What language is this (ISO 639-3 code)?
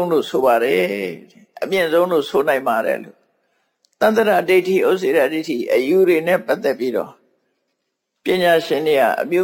mya